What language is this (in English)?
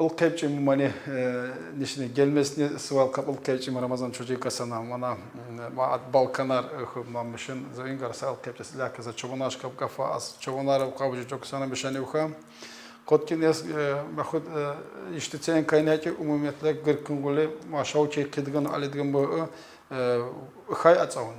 Tsakhur